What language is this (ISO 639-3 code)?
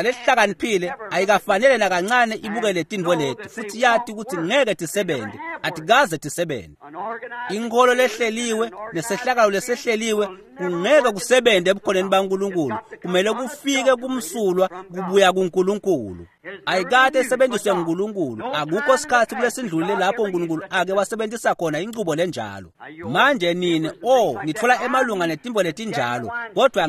ssw